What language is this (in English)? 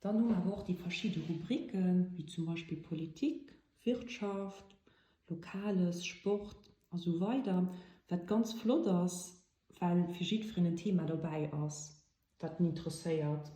Luxembourgish